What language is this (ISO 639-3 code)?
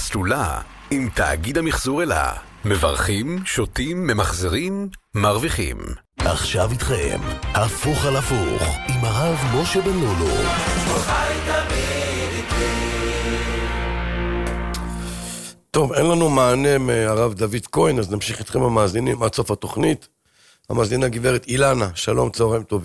heb